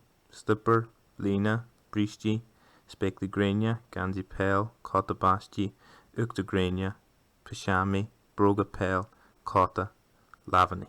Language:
Irish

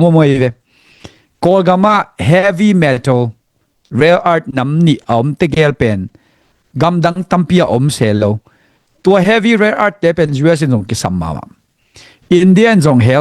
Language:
Tedim Chin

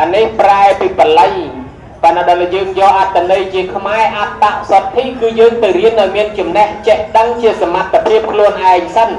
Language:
Khmer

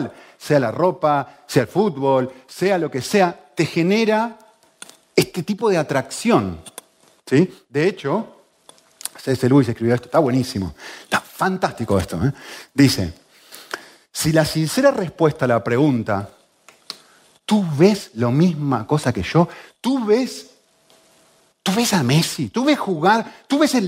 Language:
Spanish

